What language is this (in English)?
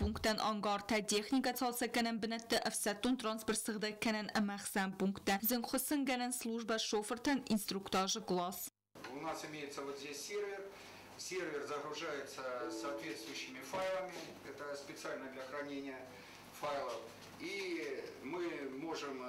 Ossetic